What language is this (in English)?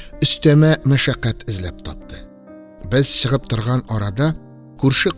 Tatar